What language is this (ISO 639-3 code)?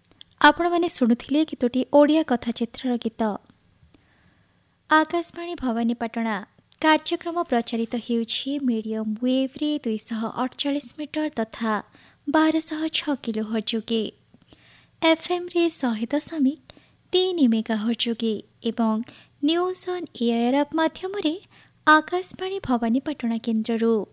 ori